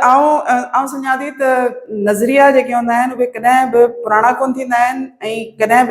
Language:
Sindhi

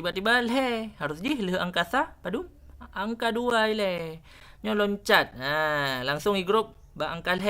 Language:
Achinese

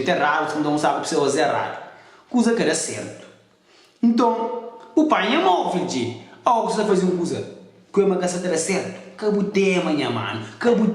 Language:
Kabuverdianu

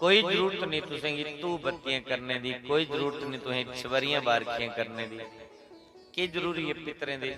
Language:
Dogri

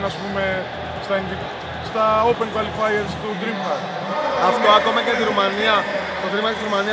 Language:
Greek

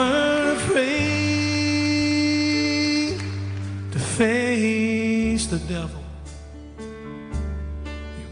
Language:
Samoan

